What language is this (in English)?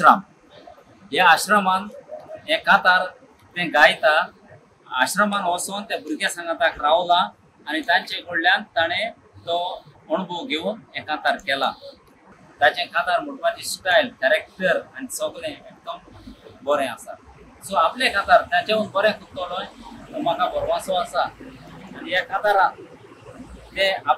Konkani